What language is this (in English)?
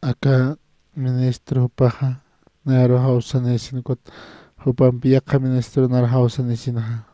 Aymara